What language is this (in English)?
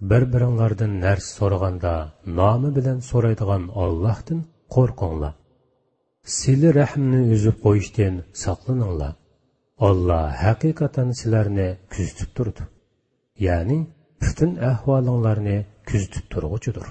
Uyghur